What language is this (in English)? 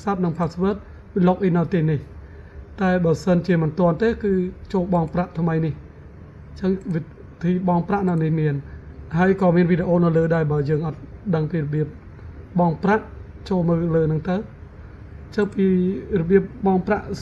Khmer